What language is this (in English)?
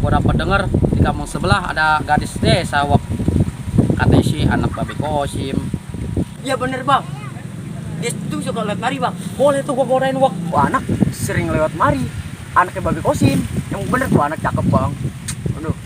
Betawi